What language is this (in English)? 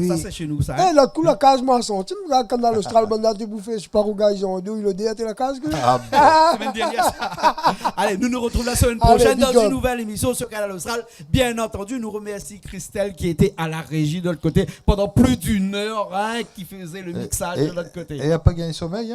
Réunion Creole French